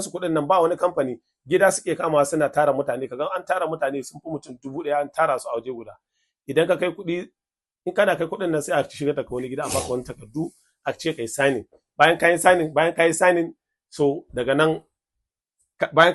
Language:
Hausa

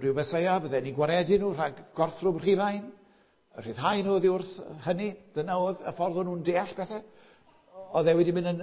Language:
Welsh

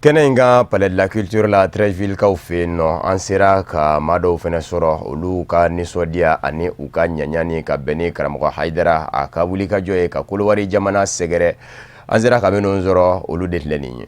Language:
Bambara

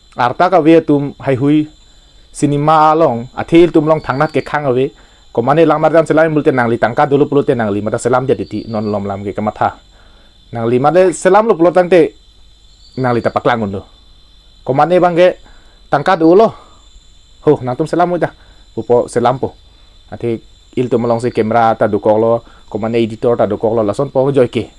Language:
Karbi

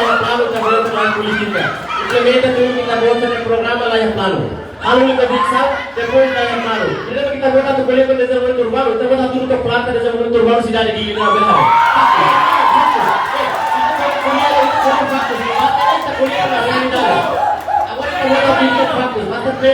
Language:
Tetum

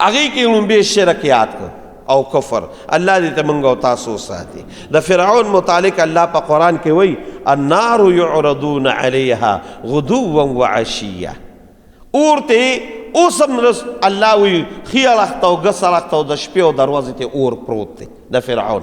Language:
Pashto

